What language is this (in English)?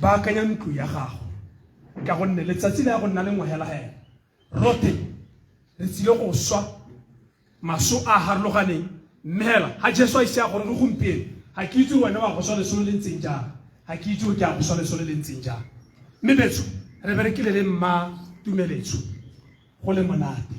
Tswana